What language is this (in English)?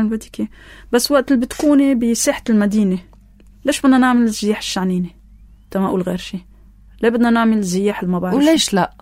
North Levantine Arabic